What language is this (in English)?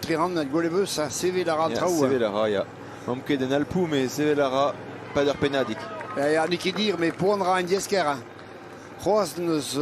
Breton